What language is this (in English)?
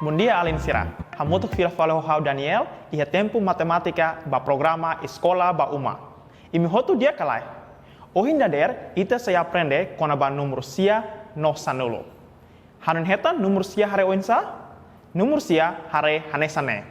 Tetum